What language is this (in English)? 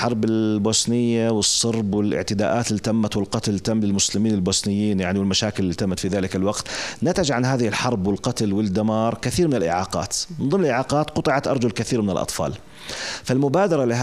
North Levantine Arabic